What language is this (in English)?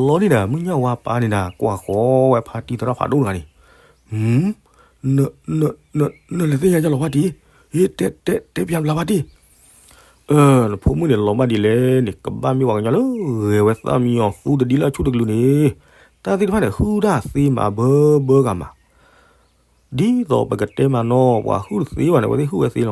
S'gaw Karen